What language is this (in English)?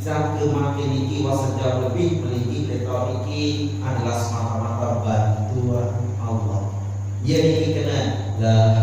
Sasak